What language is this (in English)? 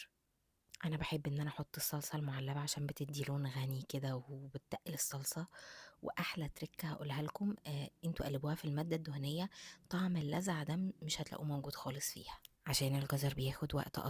Egyptian Arabic